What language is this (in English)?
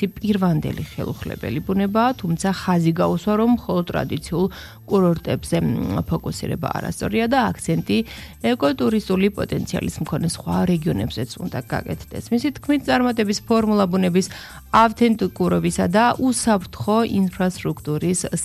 Georgian